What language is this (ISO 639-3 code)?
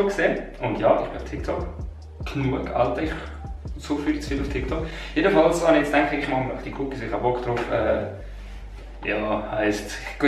gsw